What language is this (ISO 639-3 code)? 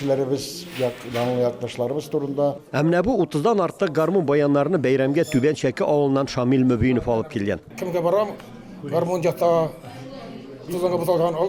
tat